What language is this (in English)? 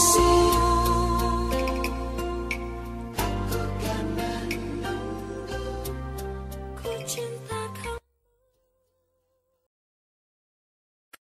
Indonesian